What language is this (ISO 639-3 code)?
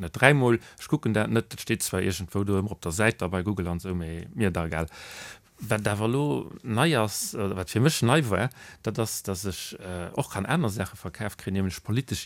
ltz